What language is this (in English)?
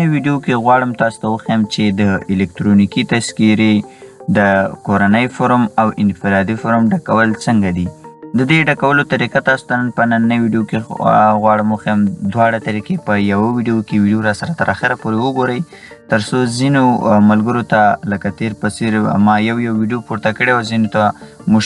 Pashto